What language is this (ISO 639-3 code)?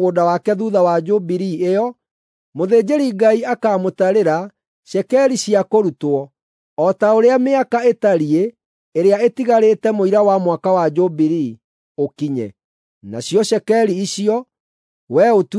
kik